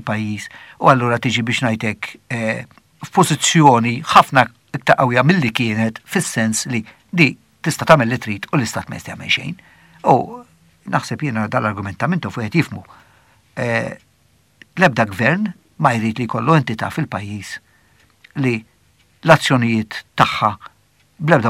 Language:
Maltese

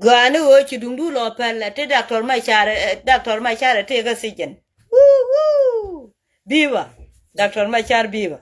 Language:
Nuer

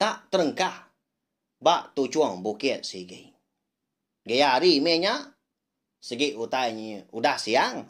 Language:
Iban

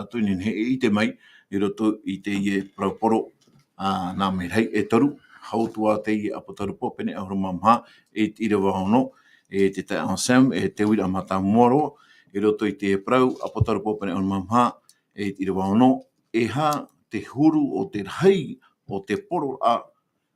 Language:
Tahitian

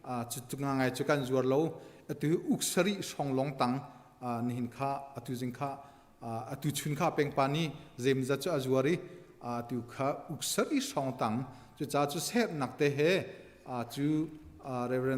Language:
Hakha Chin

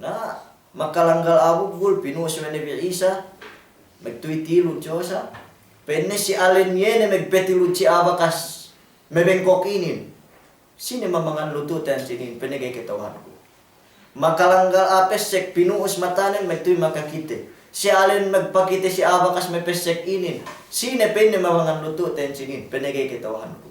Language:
Yakan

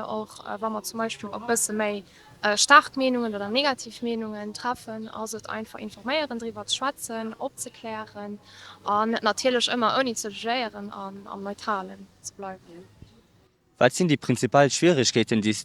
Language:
Luxembourgish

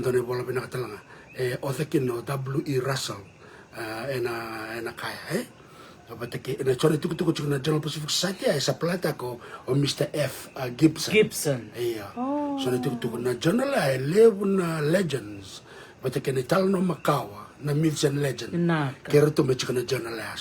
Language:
Fijian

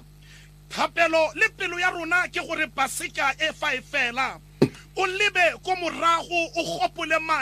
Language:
Tswana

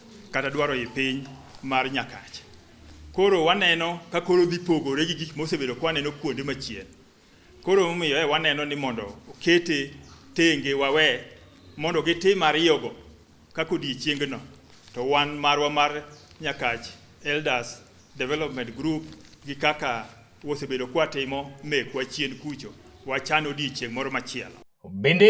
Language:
Luo (Kenya and Tanzania)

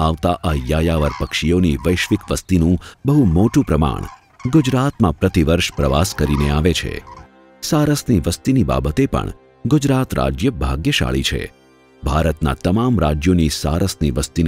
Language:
Gujarati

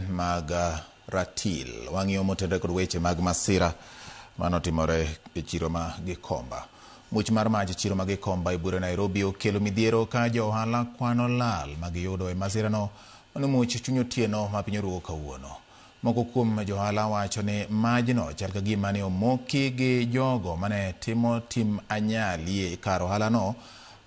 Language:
Luo (Kenya and Tanzania)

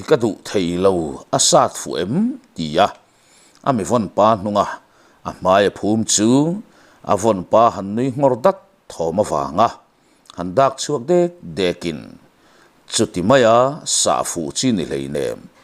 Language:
Mizo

